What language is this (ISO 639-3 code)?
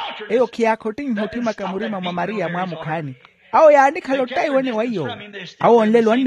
vmw